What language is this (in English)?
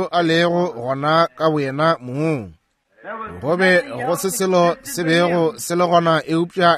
Northern Sotho